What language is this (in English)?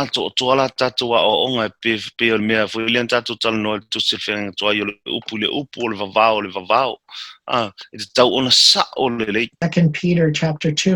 Samoan